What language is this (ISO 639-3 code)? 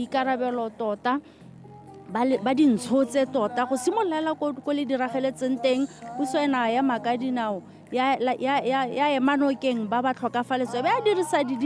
tsn